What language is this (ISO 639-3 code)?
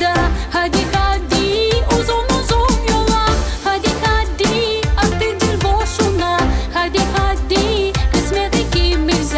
gag